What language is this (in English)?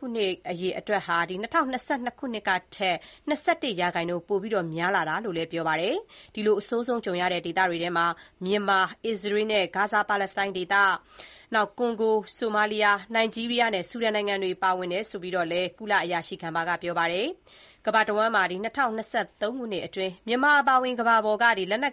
Burmese